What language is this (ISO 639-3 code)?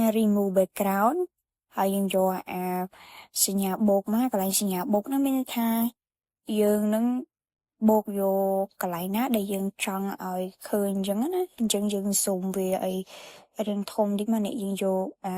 khm